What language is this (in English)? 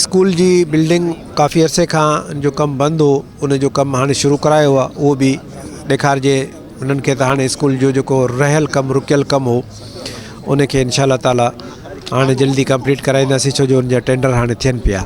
Sindhi